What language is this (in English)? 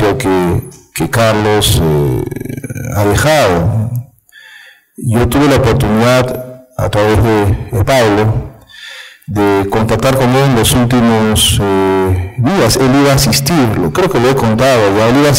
Spanish